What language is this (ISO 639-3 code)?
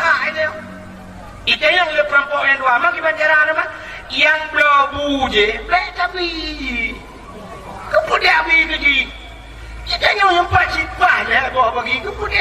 ace